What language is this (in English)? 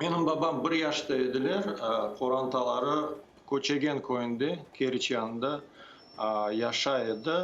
Crimean Tatar